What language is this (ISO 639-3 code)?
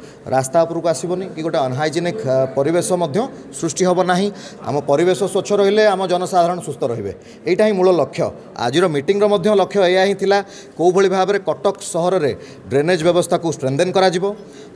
ori